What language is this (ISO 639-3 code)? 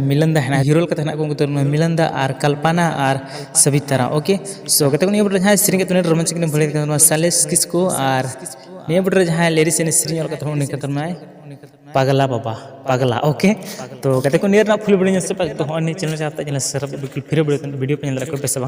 sat